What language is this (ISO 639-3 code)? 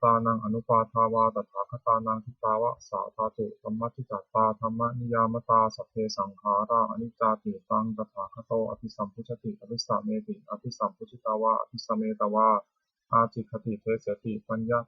pli